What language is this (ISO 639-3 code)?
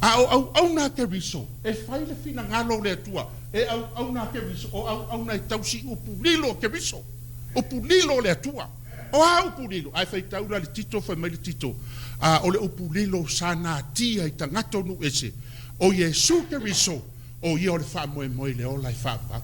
smo